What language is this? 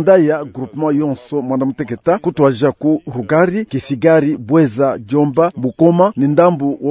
Luba-Lulua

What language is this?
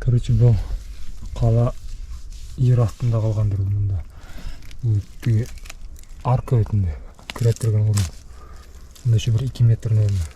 Bashkir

